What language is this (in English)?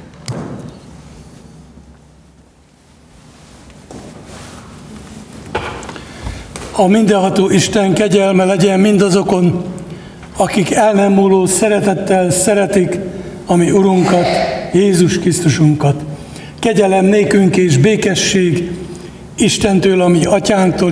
Hungarian